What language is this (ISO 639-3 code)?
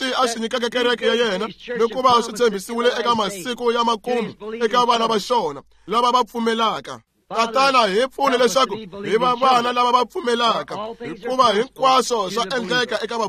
tso